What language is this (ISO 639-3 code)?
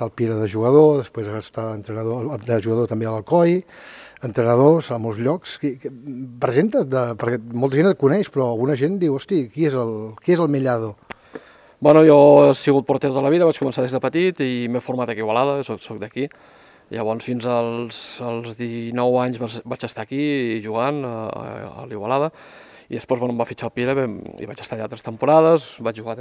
cat